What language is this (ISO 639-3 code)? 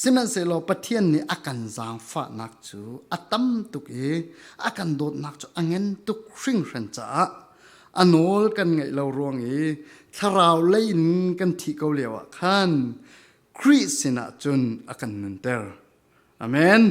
cfm